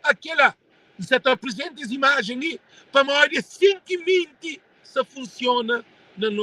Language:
Kabuverdianu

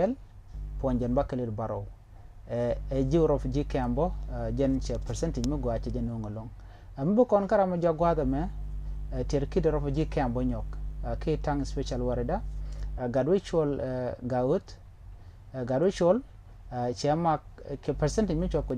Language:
Nuer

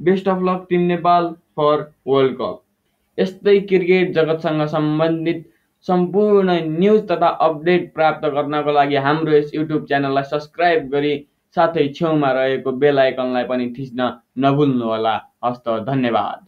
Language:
Nepali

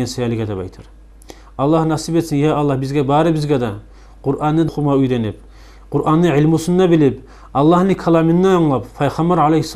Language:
Kumyk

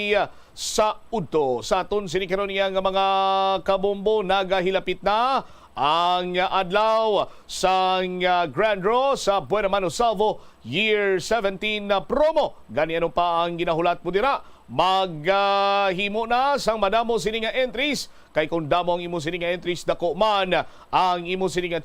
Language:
Hiligaynon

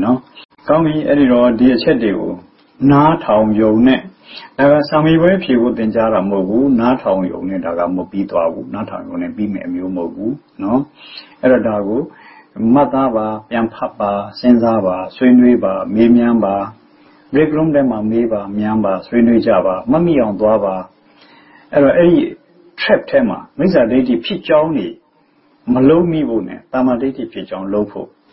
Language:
Burmese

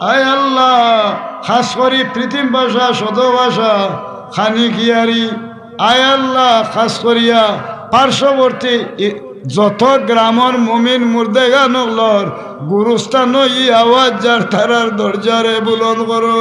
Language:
Sylheti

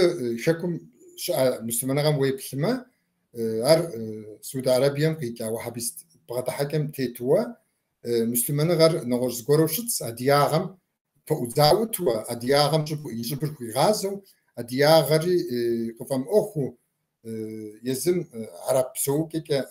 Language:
Kabardian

